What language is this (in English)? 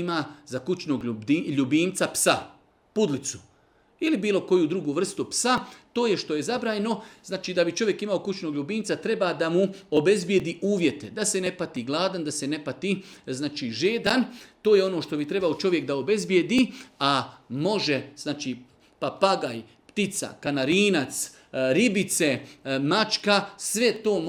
Serbian